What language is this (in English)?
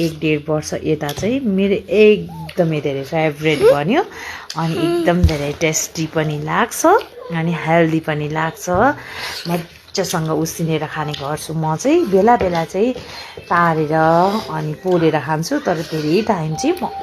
Nepali